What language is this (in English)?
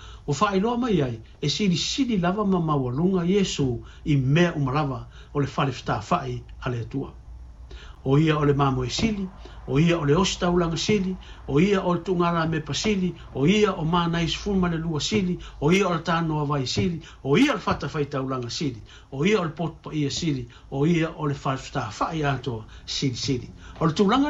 Samoan